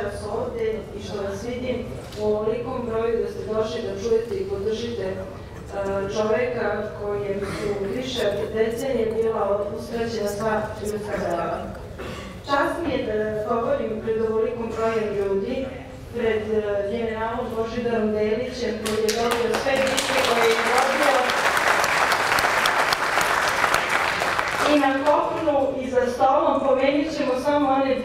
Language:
Serbian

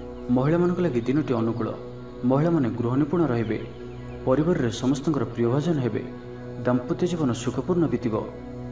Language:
Odia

